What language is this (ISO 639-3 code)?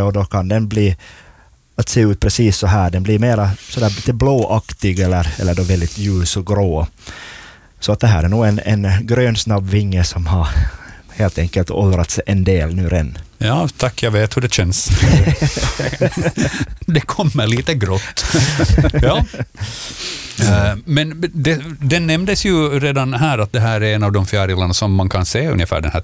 swe